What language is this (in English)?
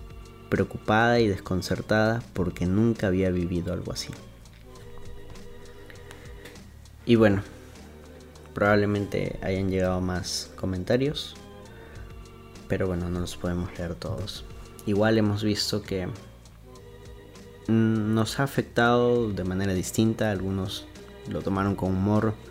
Spanish